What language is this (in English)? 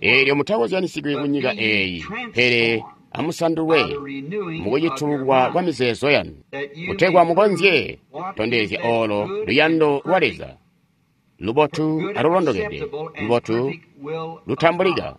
Tonga (Zambia)